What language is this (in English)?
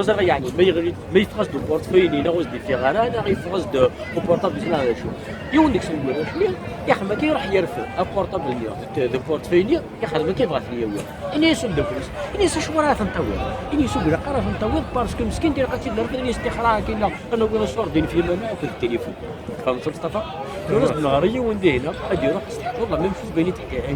Kabyle